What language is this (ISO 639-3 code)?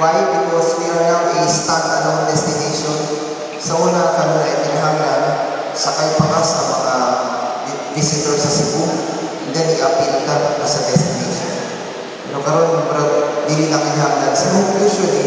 ceb